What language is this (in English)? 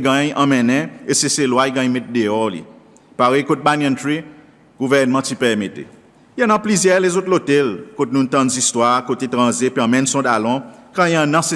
Seselwa Creole French